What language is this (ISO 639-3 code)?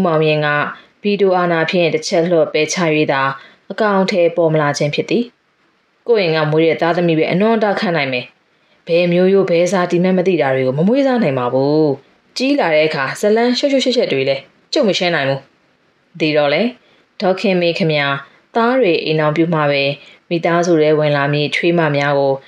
mya